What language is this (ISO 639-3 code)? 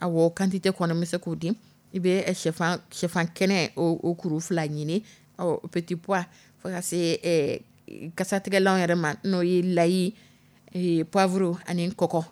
dyu